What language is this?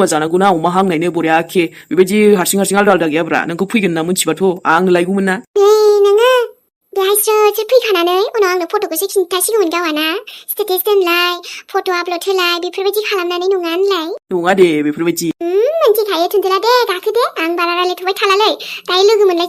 Bodo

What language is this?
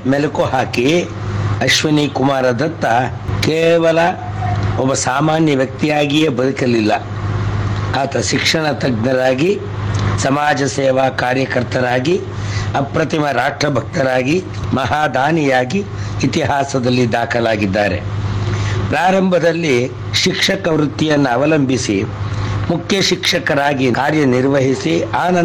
Kannada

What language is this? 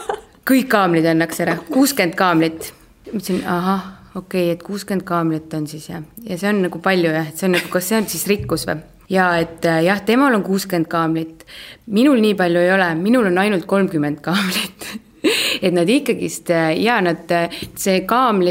Estonian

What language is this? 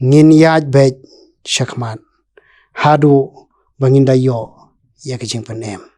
Khasi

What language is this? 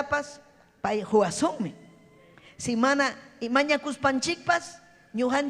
Ayacucho Quechua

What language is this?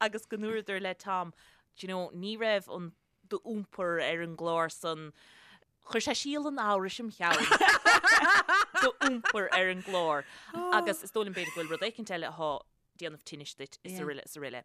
Irish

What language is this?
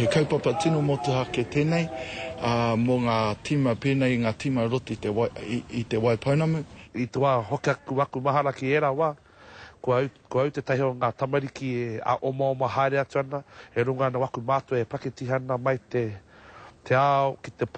Māori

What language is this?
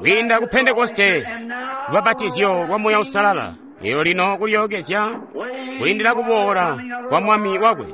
Tonga (Zambia)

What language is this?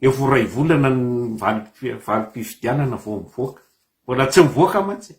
Malagasy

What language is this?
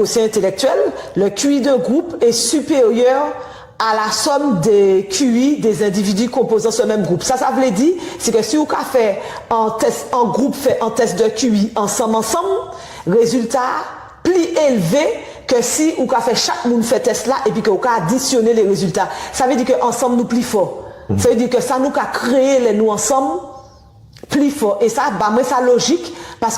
Guadeloupean Creole French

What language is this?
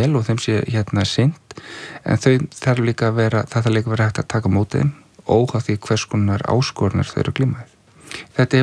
Icelandic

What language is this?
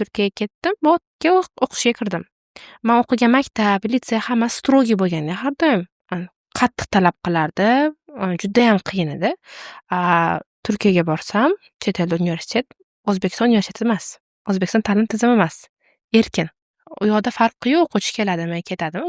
Uzbek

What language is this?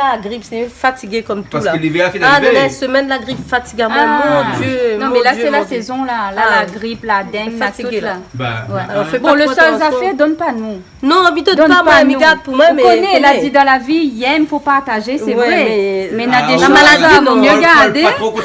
Réunion Creole French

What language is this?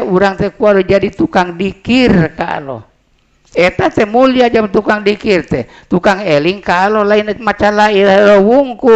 Sundanese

